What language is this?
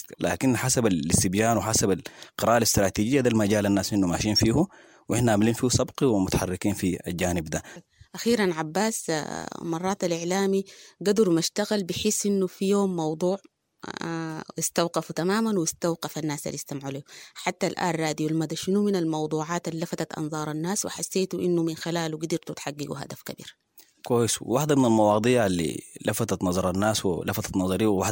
Sudanese Arabic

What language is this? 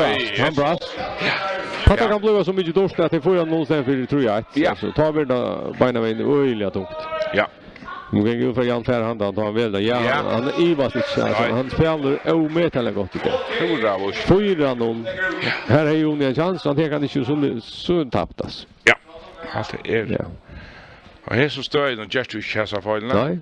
Faroese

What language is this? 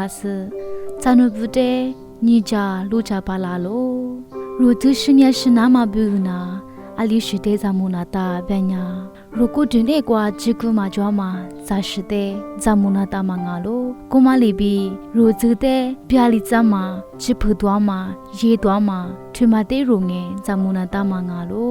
Lisu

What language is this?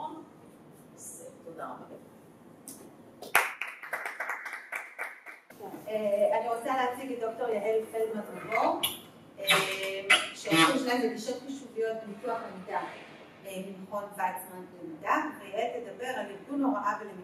Hebrew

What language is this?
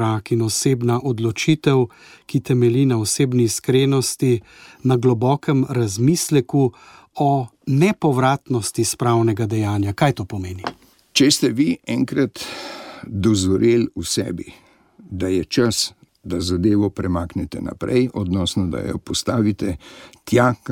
Slovenian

